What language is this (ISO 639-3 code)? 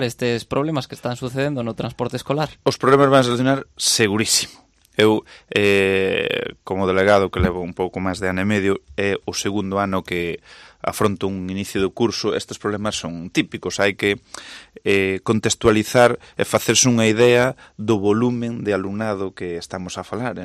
glg